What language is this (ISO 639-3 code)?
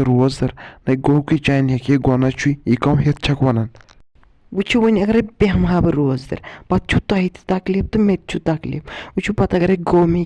kas